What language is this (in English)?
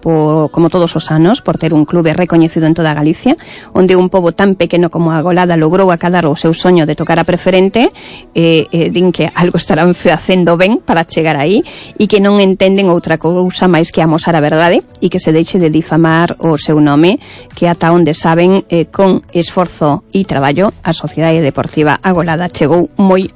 Galician